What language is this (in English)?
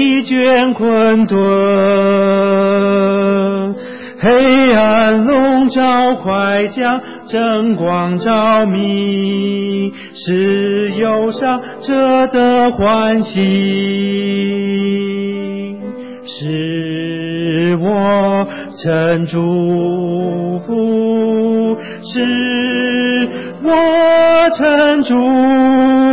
Chinese